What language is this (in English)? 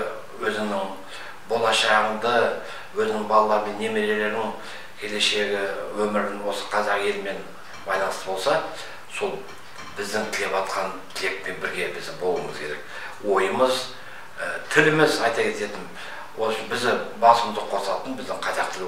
Kazakh